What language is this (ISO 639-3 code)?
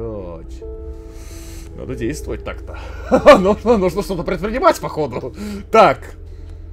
rus